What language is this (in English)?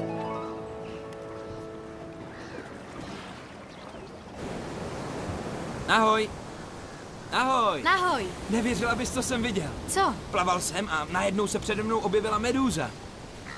Czech